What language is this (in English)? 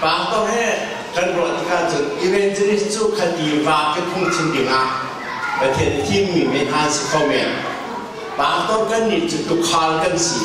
Hakha Chin